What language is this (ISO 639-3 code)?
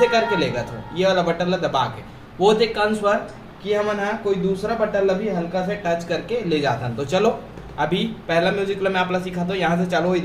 hne